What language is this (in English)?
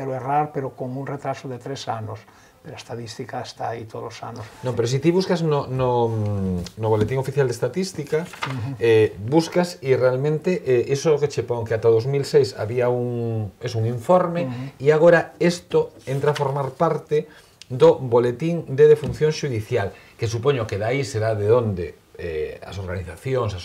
Galician